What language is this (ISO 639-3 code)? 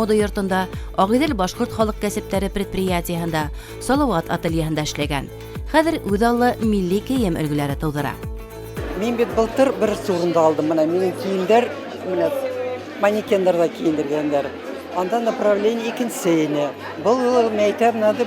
bak